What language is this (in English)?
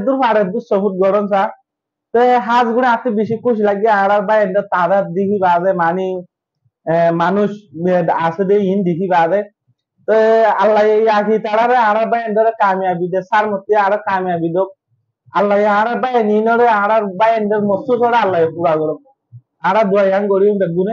Rohingya